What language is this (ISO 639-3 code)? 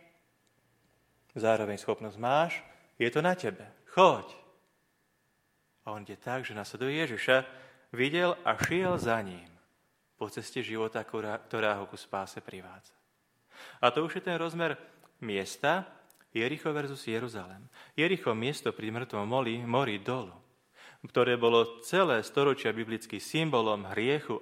slk